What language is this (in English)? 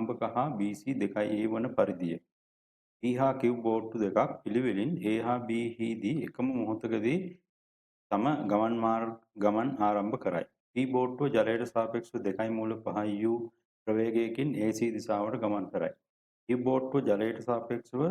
Sinhala